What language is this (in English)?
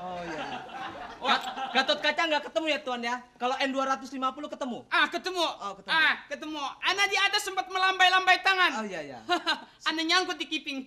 Betawi